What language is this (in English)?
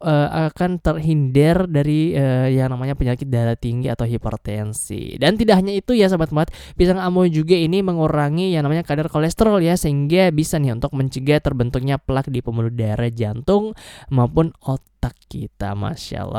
Indonesian